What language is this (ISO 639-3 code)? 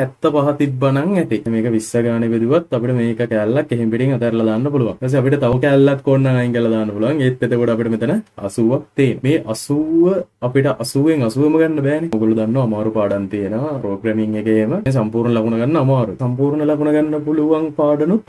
sin